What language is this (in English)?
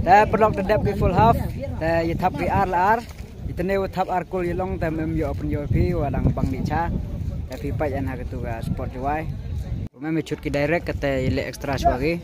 Khasi